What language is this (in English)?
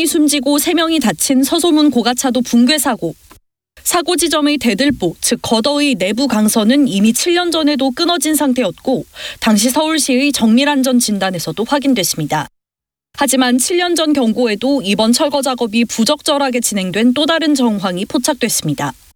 Korean